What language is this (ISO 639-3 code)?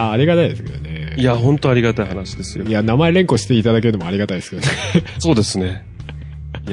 jpn